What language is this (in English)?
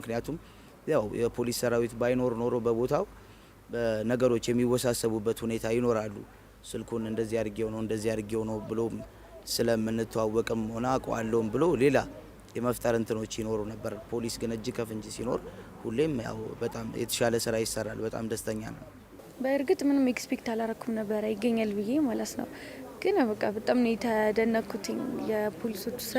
Amharic